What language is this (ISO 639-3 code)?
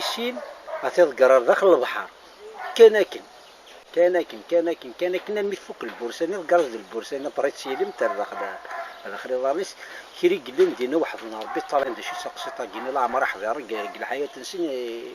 kab